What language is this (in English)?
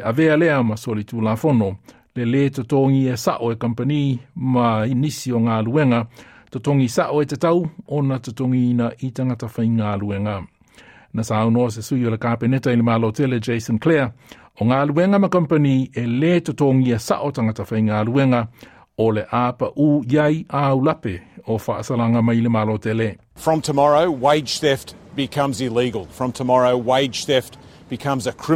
Samoan